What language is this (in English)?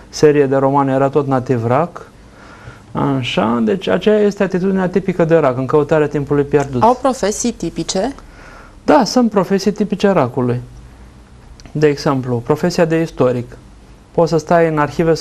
Romanian